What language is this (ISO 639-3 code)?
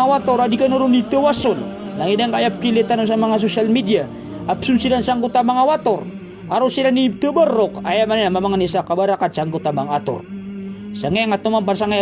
mrw